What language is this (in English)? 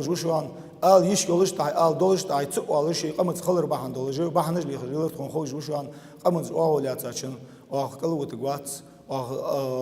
Ingush